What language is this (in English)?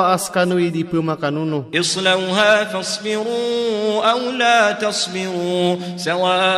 Maranao